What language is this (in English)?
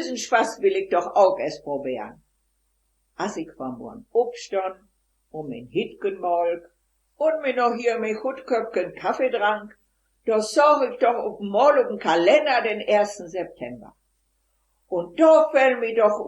Westphalien